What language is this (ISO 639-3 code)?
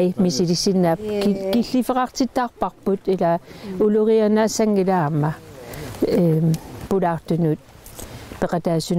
kal